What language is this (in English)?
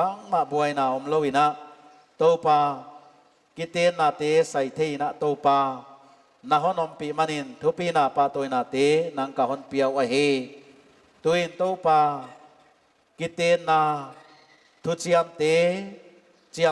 Paite Chin